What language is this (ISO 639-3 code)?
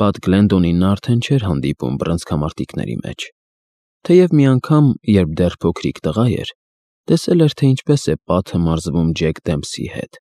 hye